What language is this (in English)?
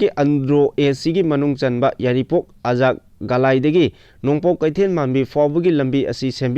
Manipuri